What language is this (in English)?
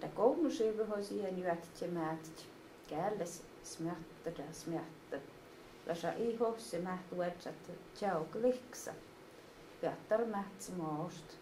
Skolt Sami